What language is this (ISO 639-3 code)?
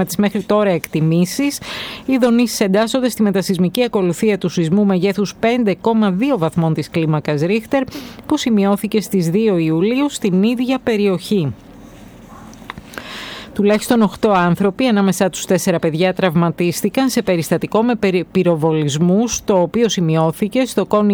ell